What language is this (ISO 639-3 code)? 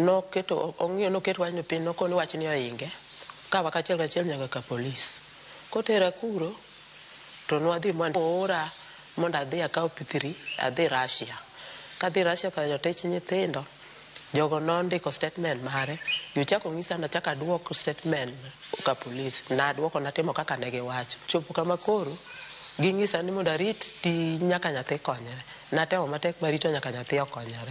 luo